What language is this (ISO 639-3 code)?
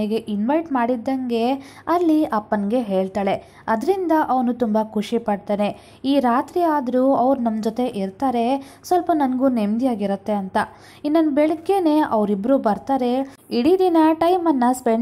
kan